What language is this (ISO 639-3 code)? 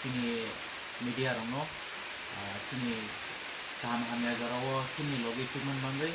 trp